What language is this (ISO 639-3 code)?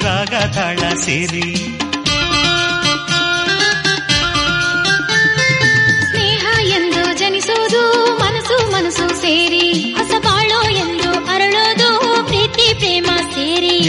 kan